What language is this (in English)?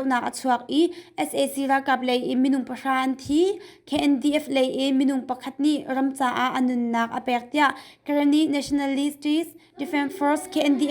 Hakha Chin